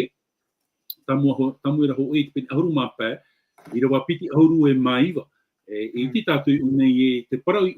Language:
Tahitian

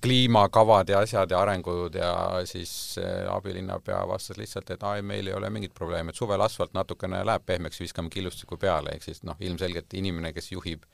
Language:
Estonian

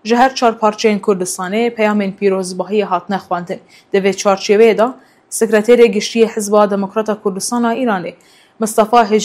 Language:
Kurdish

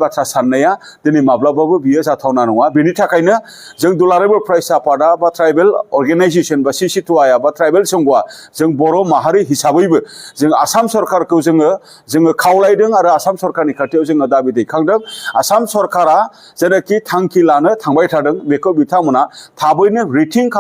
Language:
Bodo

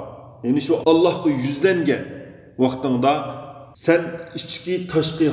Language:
Uyghur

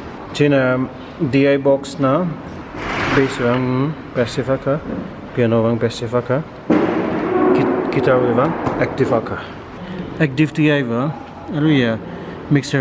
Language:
Tangkhul Naga (India)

